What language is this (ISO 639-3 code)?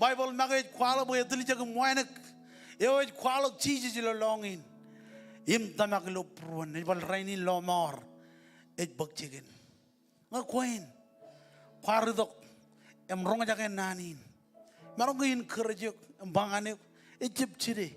mah